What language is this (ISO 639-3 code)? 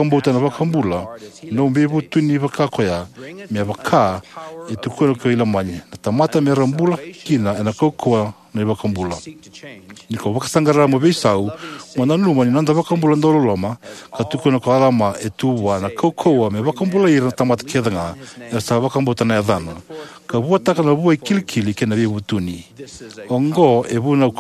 fij